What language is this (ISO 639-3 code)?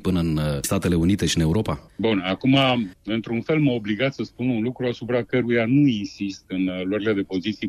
ron